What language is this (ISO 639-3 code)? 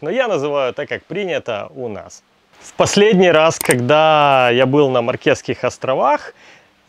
rus